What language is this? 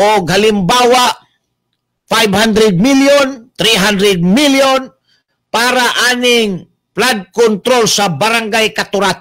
Cebuano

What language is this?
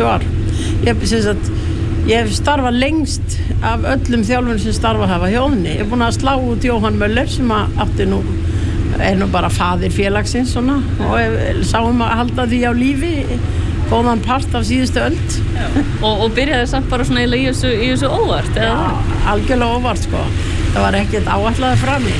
Icelandic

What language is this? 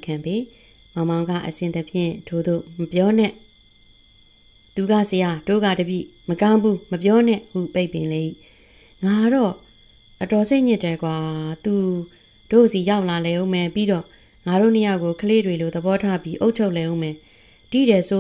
Burmese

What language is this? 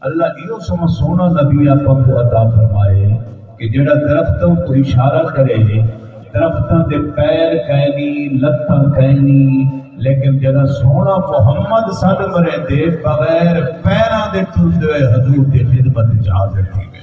Saraiki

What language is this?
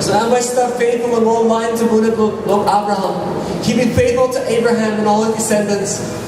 Tok Pisin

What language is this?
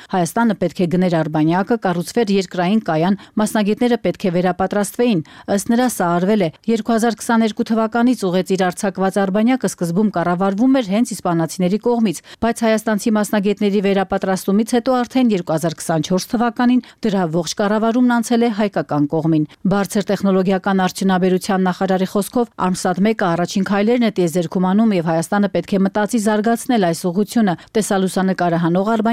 Armenian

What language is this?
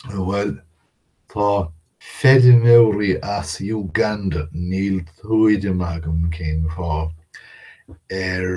Irish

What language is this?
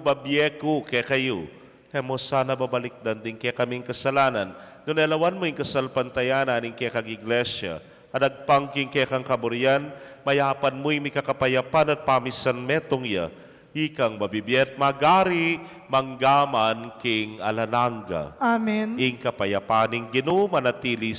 Pampanga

